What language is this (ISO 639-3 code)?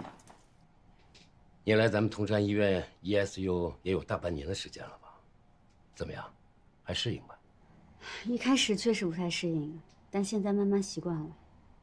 zho